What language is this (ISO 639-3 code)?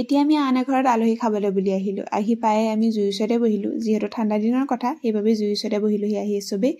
asm